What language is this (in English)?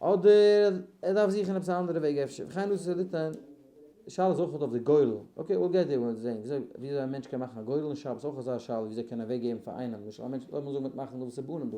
Yiddish